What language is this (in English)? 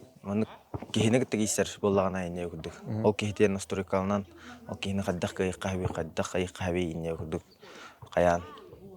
Yakut